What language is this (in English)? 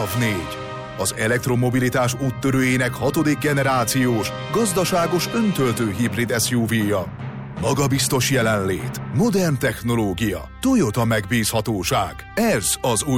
Hungarian